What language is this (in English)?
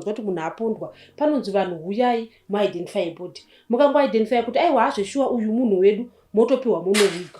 Shona